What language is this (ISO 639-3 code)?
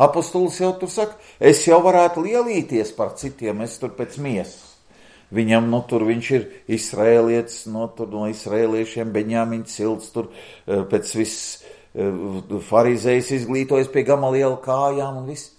lav